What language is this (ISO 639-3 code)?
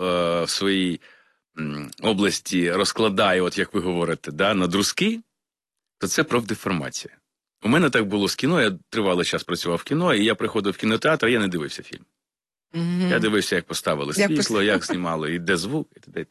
ukr